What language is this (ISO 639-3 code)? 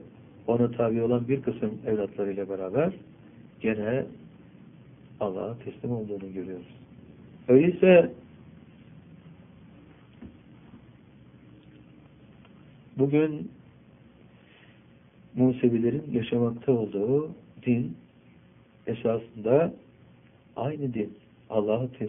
tur